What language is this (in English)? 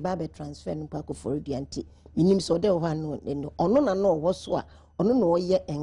Akan